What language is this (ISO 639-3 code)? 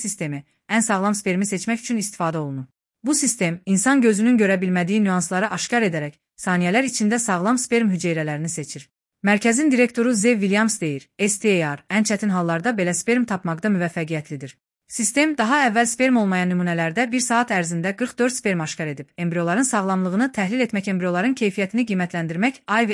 aze